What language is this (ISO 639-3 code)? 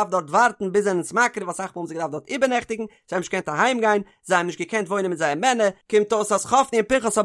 yid